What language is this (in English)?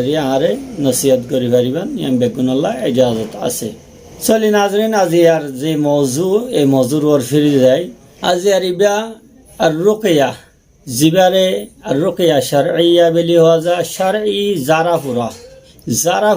Rohingya